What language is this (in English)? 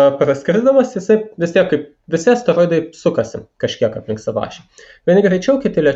Lithuanian